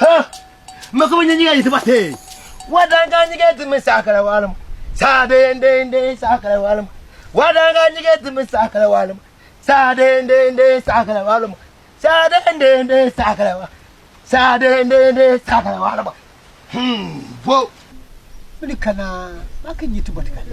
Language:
Konkomba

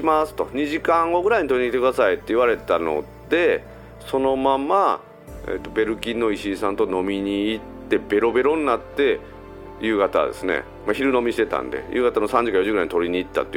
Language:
Japanese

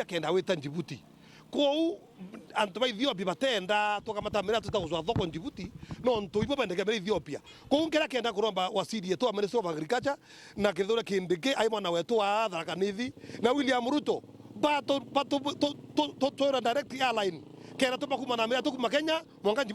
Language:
Meru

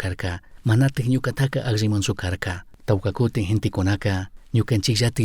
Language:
Chimborazo Highland Quichua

